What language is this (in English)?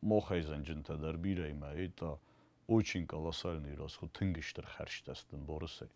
Ossetic